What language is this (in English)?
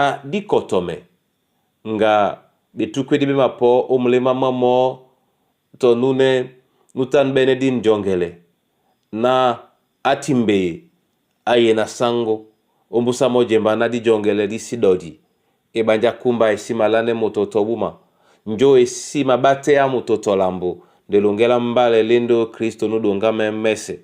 Duala